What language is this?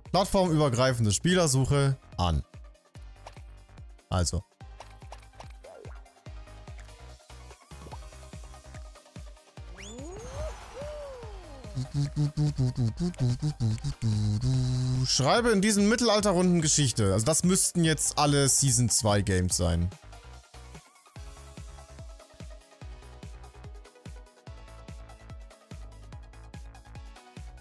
German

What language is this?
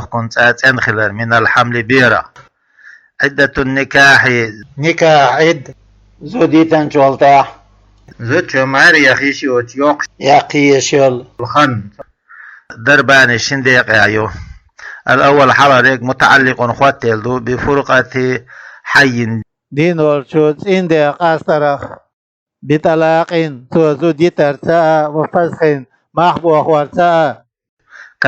Chechen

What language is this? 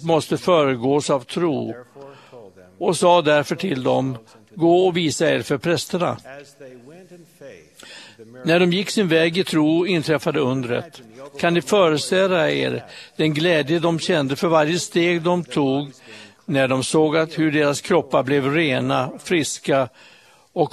Swedish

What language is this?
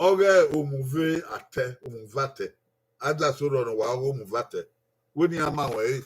Bini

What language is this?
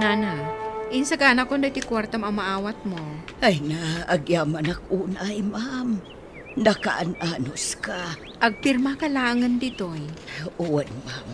Iloko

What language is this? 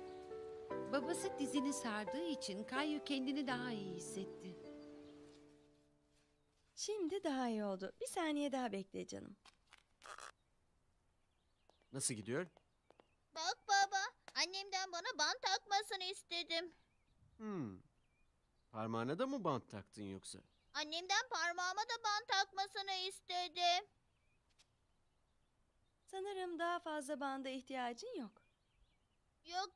Turkish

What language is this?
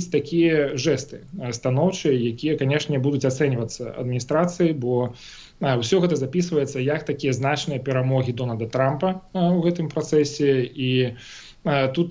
Belarusian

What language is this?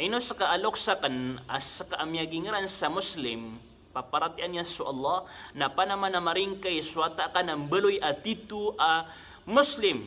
Maranao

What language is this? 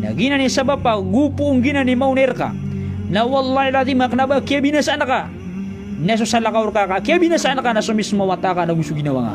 Maranao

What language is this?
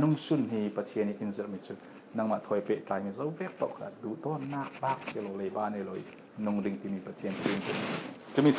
Falam Chin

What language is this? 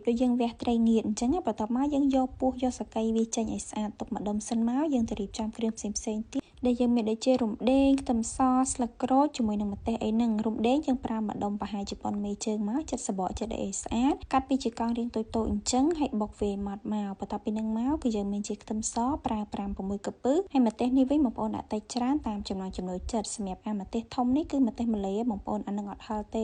Khmer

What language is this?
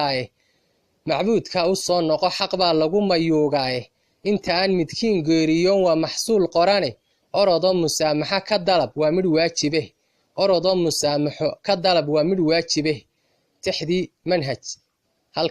Somali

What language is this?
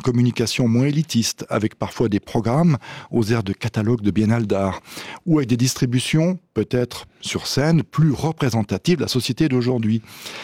French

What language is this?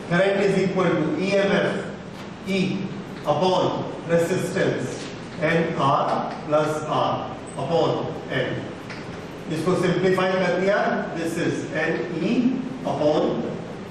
Hindi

